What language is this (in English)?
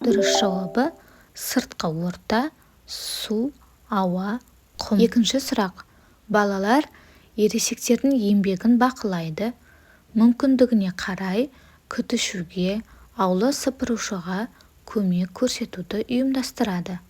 Kazakh